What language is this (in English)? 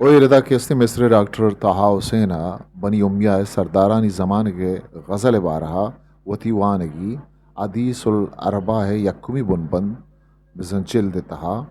Eastern Balochi